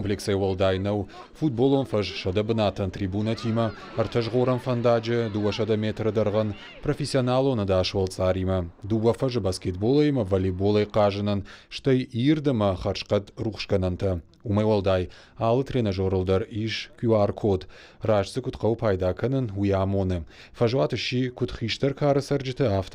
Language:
Ossetic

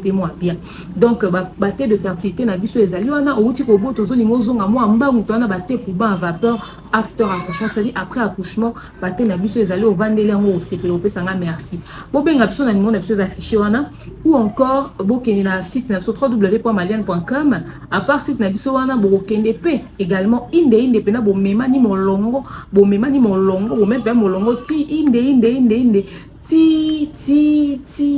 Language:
Lingala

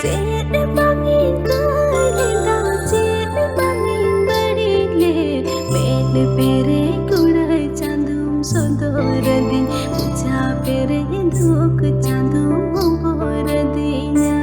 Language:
Santali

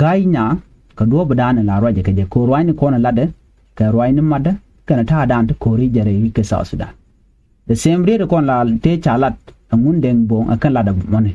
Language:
Nuer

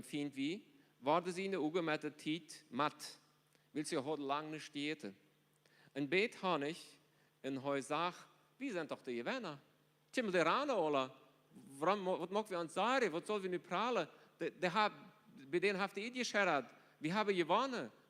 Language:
Plautdietsch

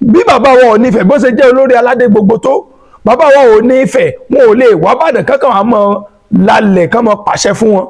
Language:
Yoruba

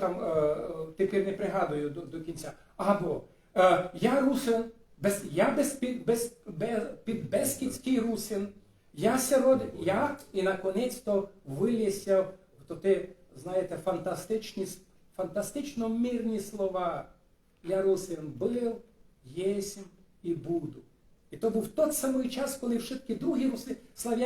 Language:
Rusyn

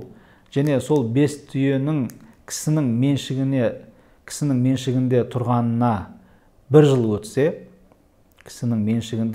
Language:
Kazakh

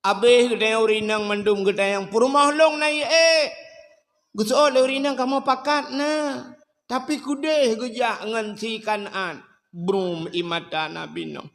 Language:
Achinese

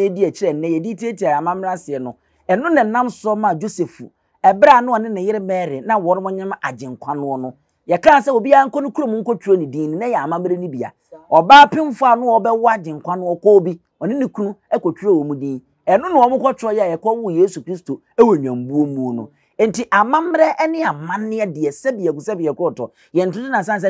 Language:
Akan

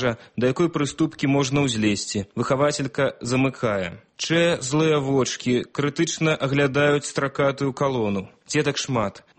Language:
Belarusian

